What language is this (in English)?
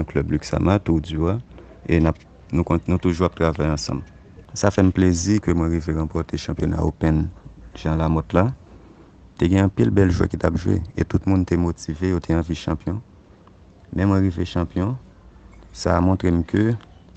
Haitian Creole